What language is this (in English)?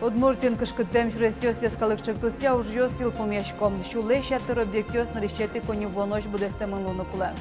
Udmurt